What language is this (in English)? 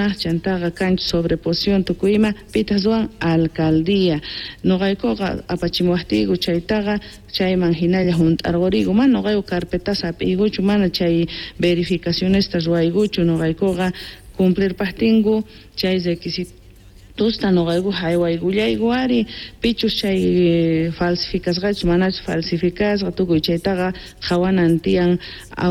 Quechua